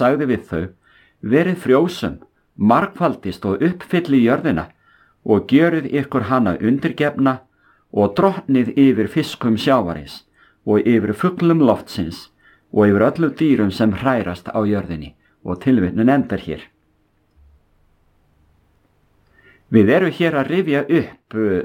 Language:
Icelandic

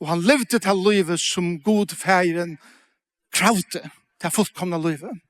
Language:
Faroese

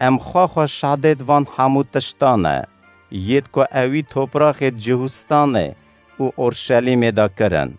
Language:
Kurdish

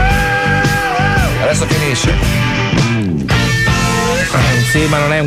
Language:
Italian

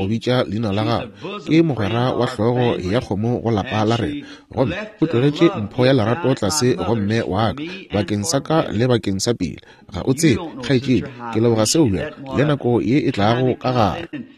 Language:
Northern Sotho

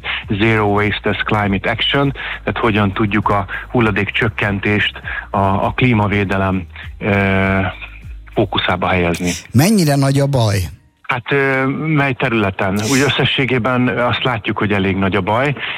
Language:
Hungarian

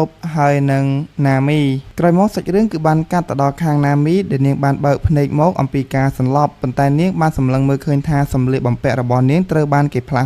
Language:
Khmer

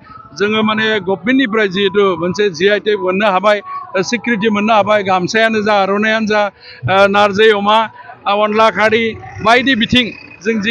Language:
Bodo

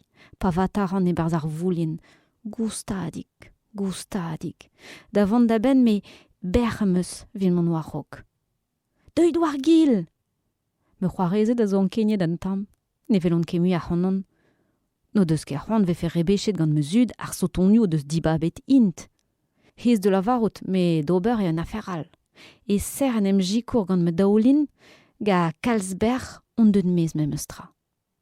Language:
Breton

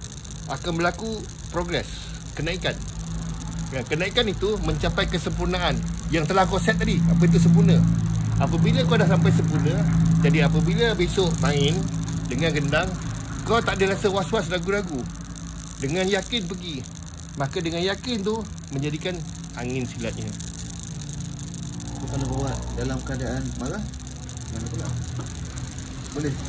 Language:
Malay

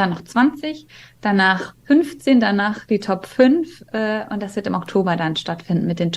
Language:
German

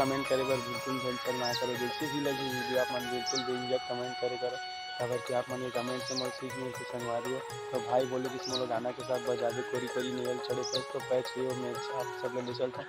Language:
Chhattisgarhi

